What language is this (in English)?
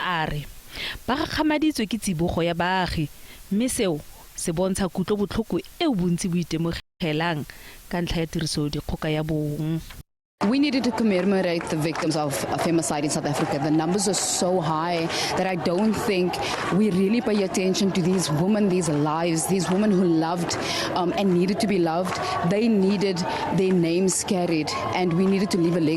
Tswana